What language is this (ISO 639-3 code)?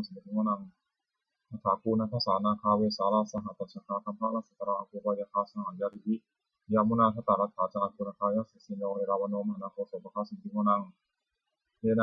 pli